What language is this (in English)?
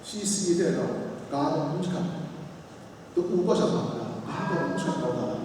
Kachin